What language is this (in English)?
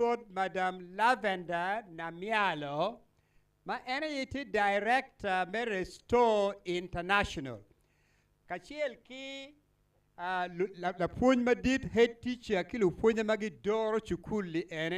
Acoli